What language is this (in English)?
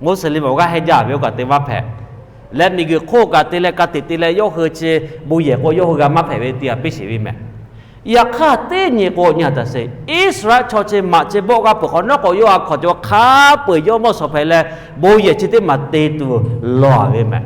Lahu